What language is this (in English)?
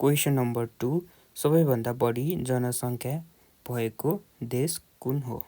Nepali